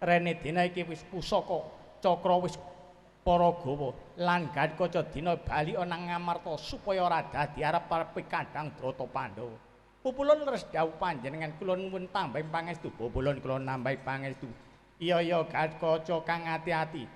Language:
Javanese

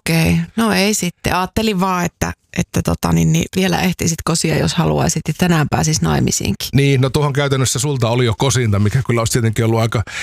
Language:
Finnish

